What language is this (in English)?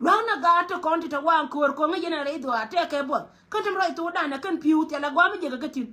Nuer